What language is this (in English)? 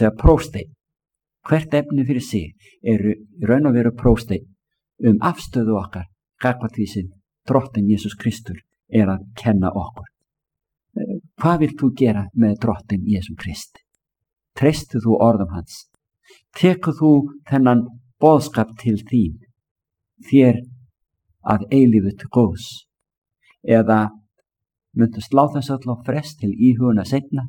Icelandic